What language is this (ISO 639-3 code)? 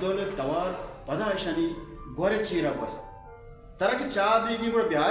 bal